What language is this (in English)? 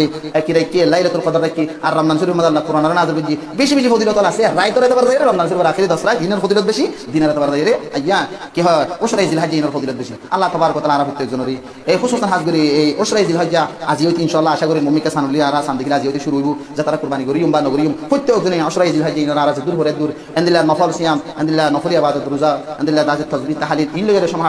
Rohingya